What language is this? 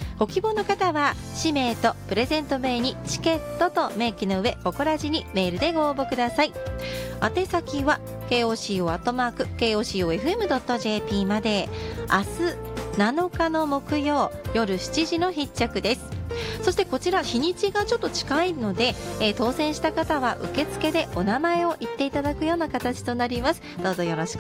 Japanese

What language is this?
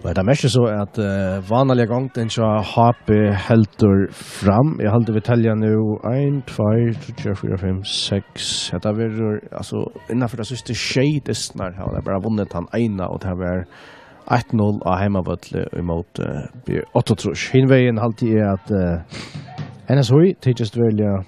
Faroese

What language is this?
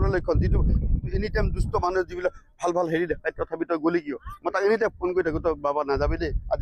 Assamese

